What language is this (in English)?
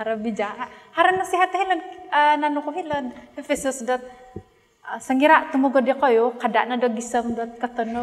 Central Dusun